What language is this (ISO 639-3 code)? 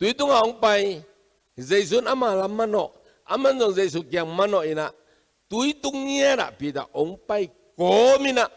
ctd